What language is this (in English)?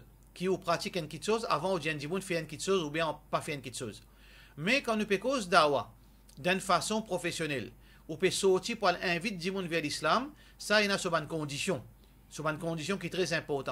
Morisyen